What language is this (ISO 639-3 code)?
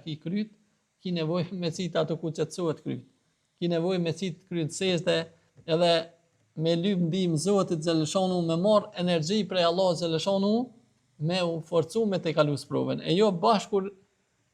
sqi